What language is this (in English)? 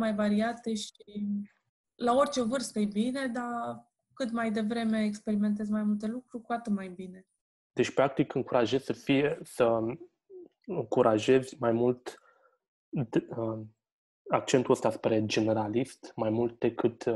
Romanian